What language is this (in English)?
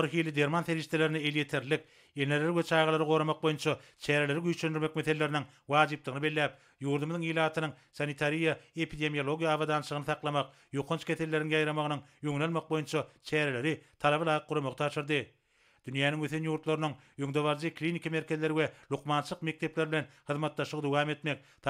Turkmen